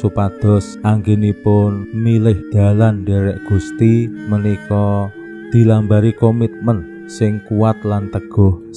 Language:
Javanese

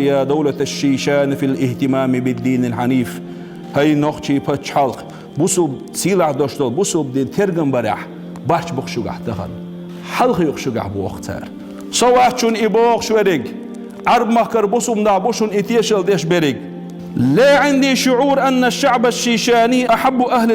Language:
Chechen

